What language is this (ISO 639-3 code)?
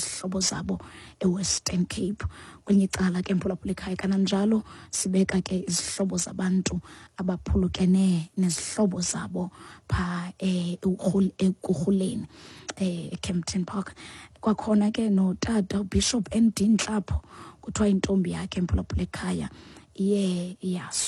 xho